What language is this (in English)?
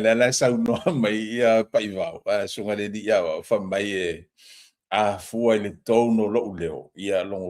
Samoan